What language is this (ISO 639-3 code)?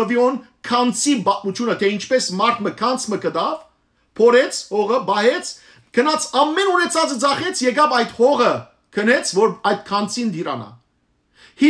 hyw